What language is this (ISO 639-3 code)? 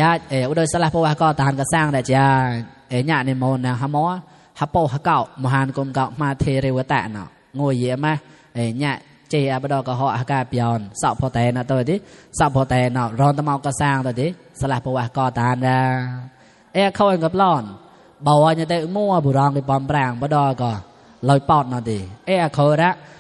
mnw